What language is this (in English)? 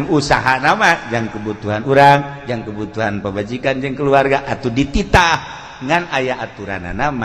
Sundanese